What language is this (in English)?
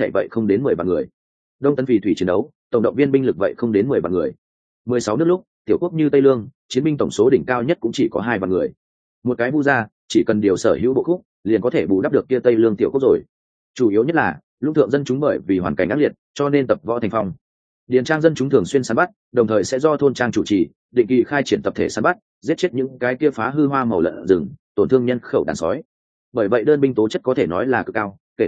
Vietnamese